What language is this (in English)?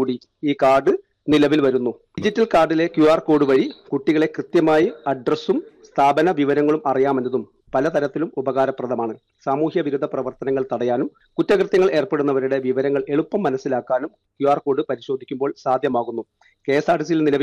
Malayalam